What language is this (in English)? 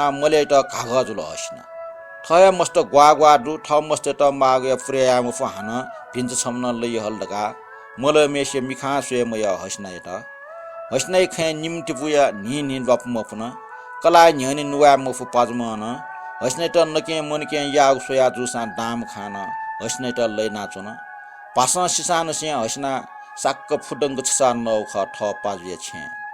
Newari